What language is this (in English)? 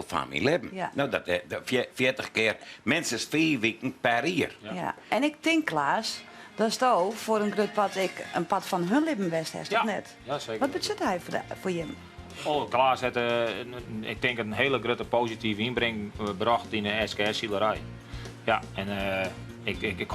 Western Frisian